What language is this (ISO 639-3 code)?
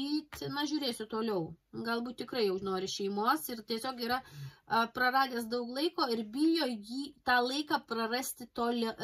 lit